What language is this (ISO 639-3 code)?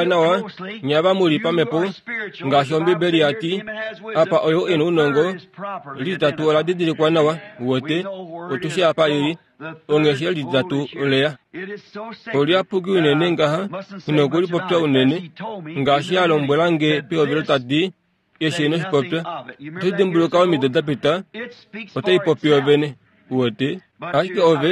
kua